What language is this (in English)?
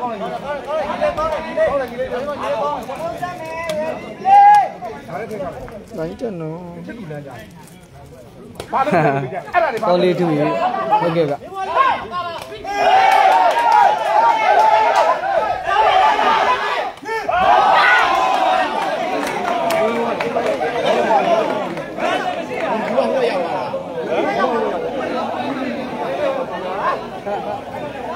Burmese